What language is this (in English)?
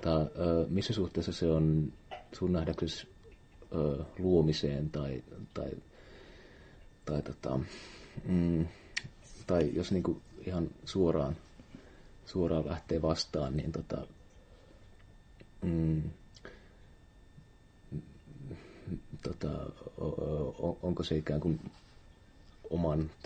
Finnish